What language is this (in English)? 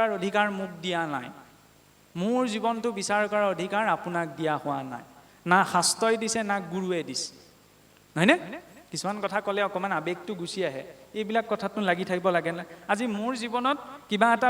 Assamese